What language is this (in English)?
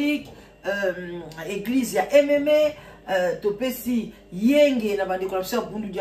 Lingala